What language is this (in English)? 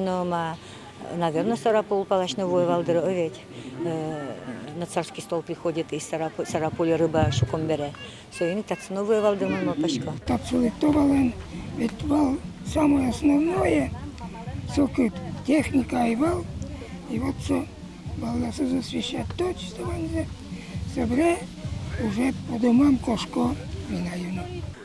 Udmurt